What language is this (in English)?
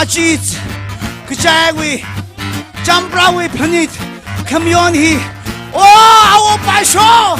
Tangkhul Naga (India)